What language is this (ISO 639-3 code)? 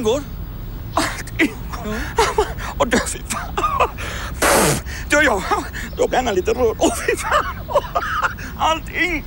swe